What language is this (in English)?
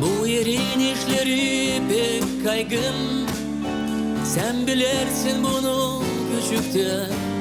Gagauz